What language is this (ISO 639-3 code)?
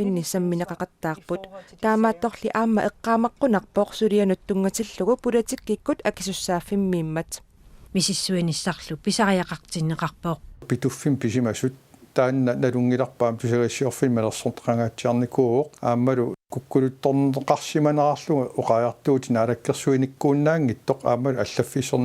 kal